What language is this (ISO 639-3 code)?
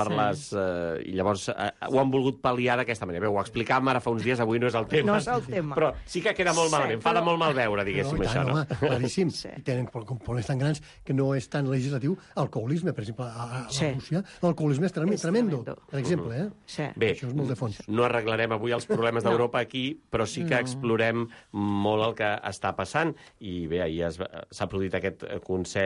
cat